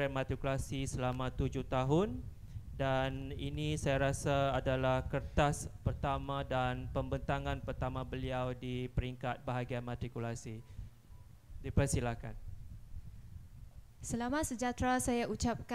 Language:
Malay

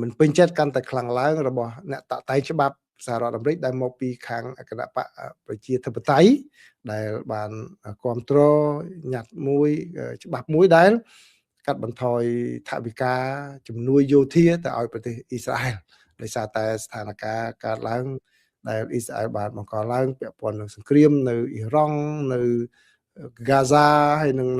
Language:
Khmer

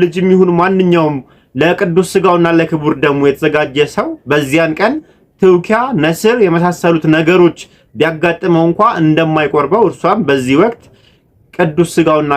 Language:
Amharic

